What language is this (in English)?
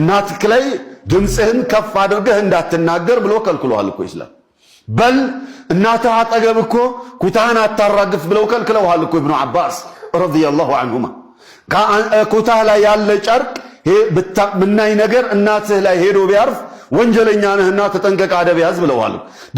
Amharic